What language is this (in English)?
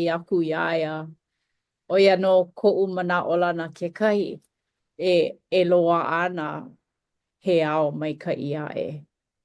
Hawaiian